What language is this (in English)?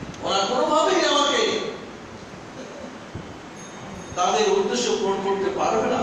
Bangla